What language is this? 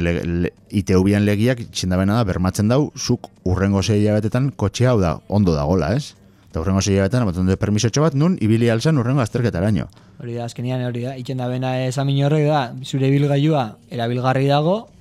Basque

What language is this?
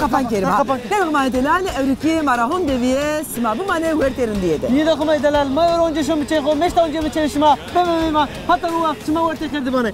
Zaza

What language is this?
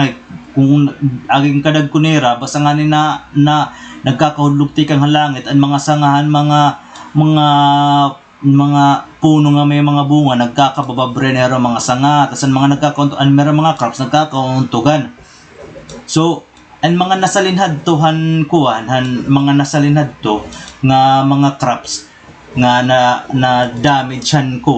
Waray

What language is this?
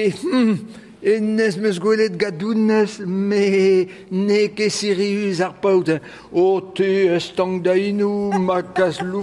Breton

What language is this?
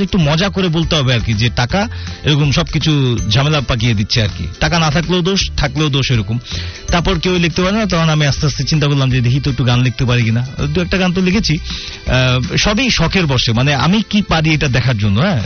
Bangla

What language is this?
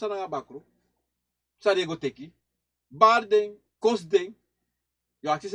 Sranan Tongo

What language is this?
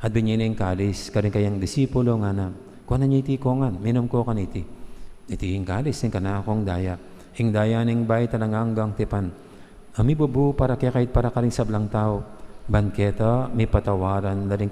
Pampanga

